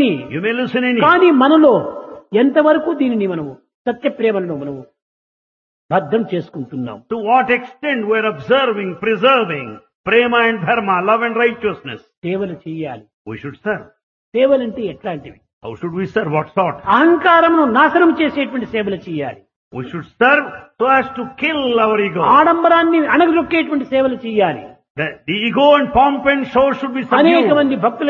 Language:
Telugu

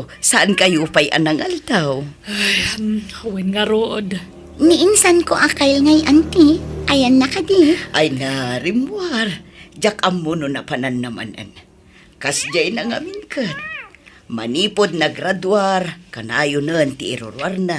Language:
Iloko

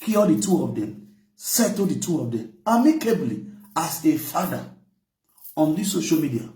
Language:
Nigerian Pidgin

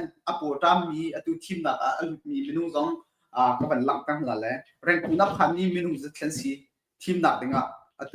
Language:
Hakha Chin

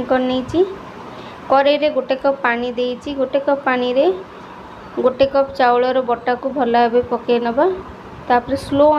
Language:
Odia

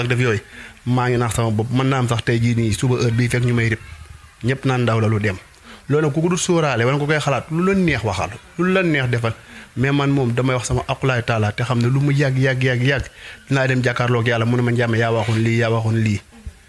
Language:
Wolof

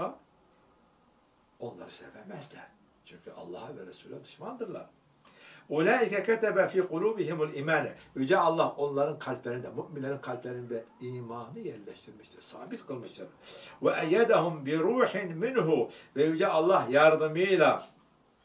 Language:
Turkish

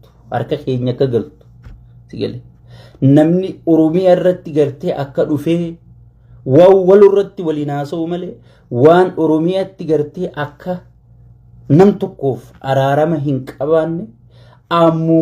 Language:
Oromo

